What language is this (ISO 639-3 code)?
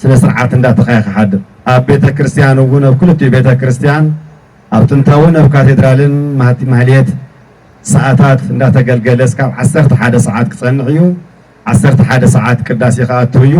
tir